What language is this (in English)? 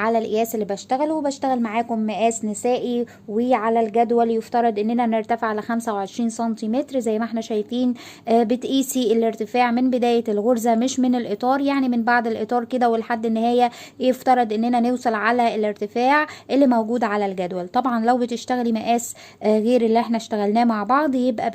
Egyptian Arabic